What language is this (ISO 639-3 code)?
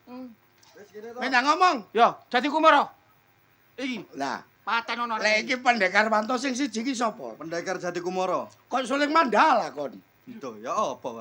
jav